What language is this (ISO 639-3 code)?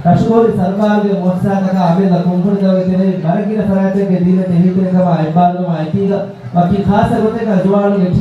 div